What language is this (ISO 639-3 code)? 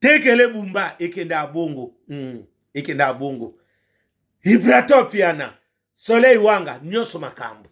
lin